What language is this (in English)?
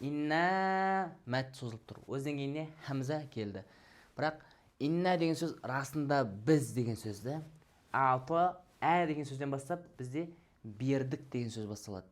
Kazakh